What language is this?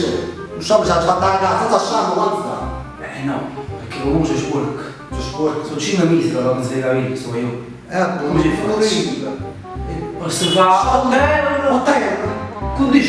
Neapolitan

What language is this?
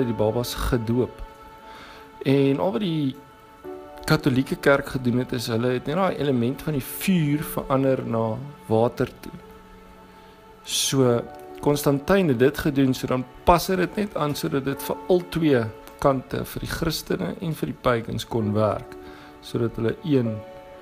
Afrikaans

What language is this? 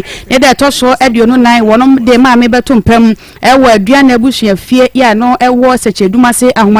Akan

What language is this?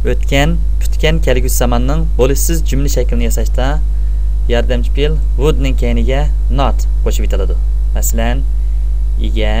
Uyghur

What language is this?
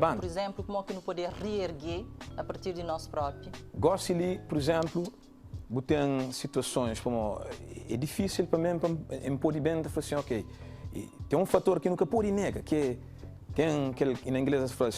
Kabuverdianu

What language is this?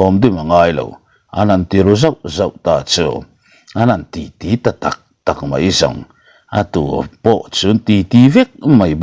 Mizo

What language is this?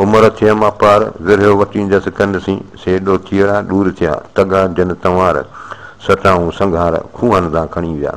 Sindhi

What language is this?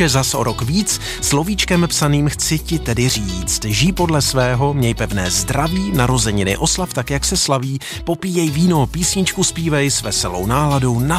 Czech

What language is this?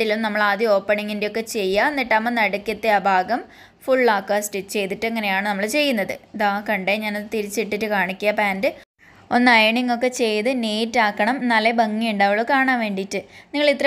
Malayalam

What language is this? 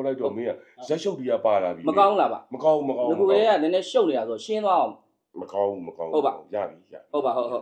Burmese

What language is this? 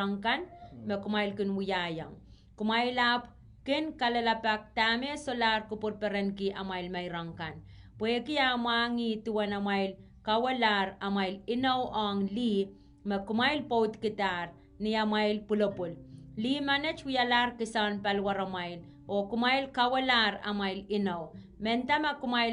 Pohnpeian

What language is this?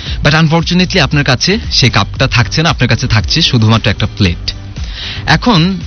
Bangla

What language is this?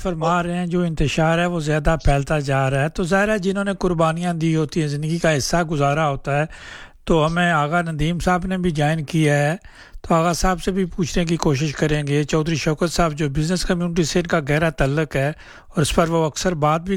Urdu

